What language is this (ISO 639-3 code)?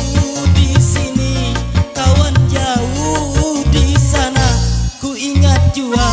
bjn